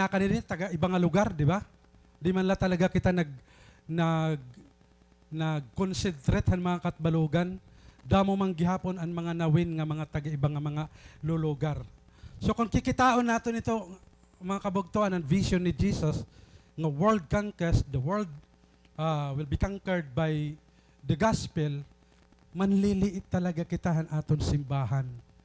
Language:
Waray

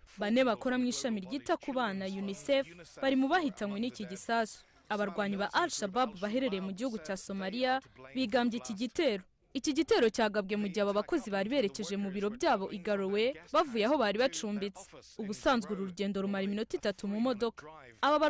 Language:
Kinyarwanda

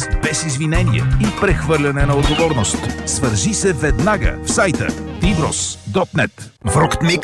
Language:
Bulgarian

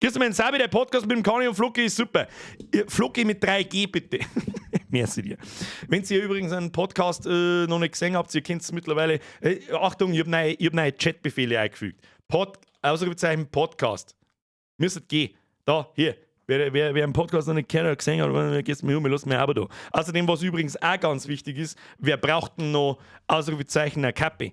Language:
Bavarian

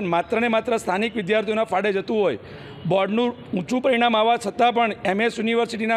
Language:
Gujarati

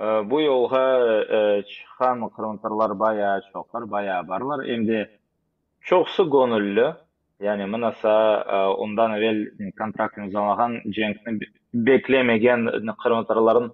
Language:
Crimean Tatar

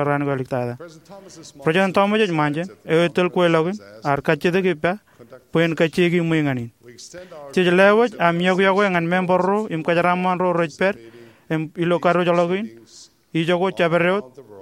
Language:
Marshallese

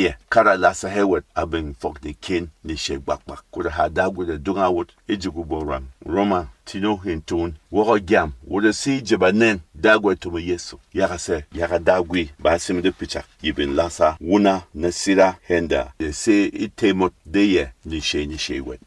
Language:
Berom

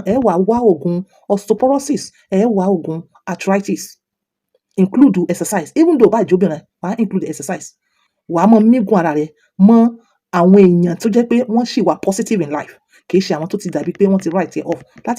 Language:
Yoruba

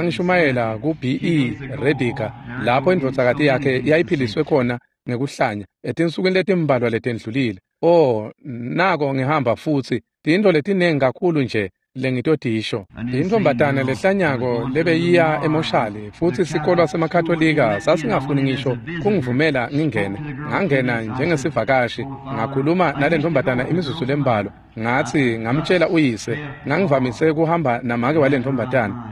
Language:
Swati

